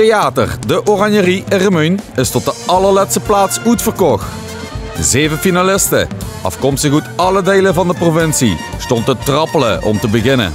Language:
Limburgish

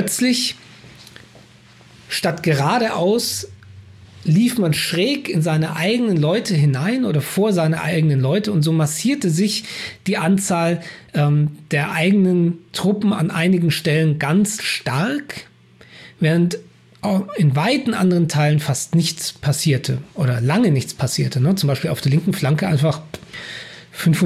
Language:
German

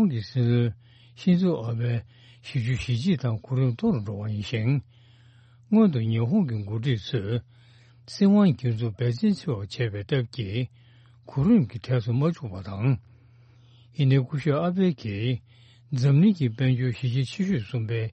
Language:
Tibetan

